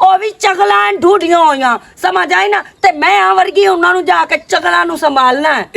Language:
Western Panjabi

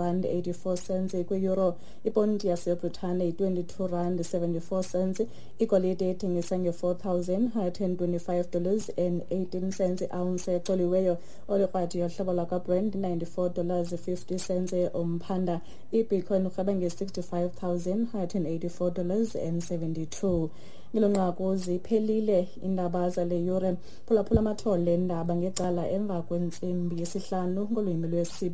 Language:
Xhosa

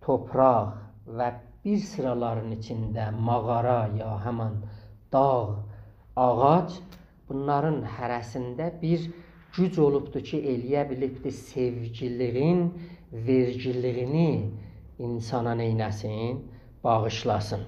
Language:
South Azerbaijani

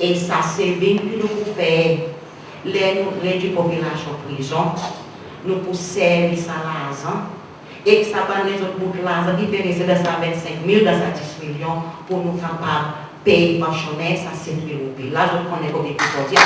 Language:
Seselwa Creole French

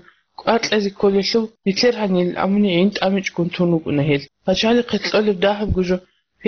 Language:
Avaric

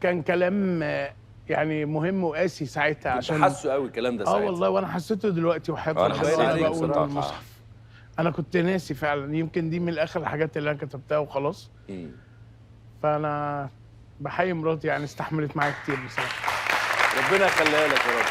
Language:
Egyptian Arabic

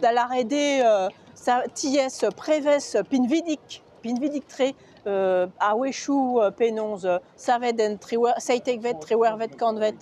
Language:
Breton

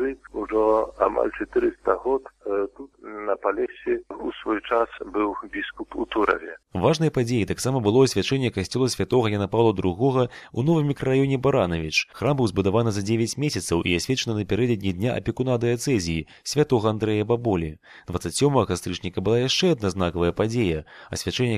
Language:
Belarusian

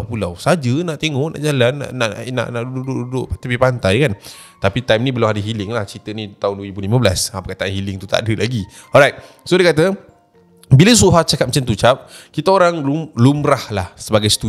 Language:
Malay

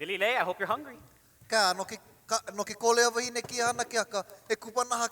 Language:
Hawaiian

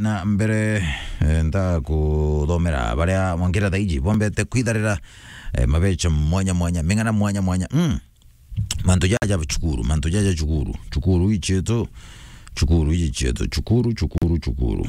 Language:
Meru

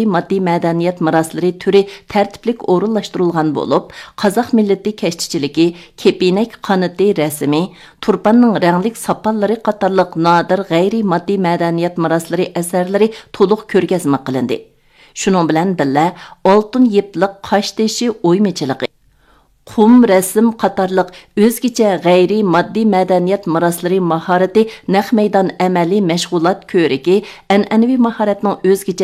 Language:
Uyghur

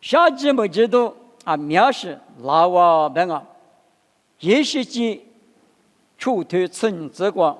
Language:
Lisu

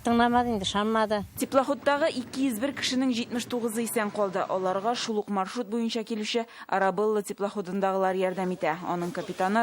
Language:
Tatar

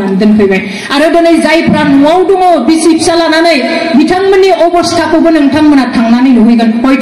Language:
Bodo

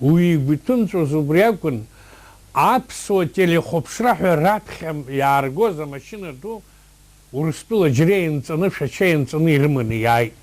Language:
Abkhazian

